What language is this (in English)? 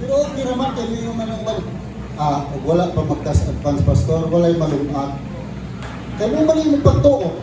Cebuano